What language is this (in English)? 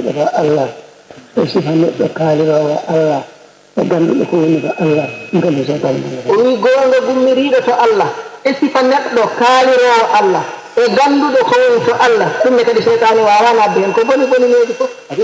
Fula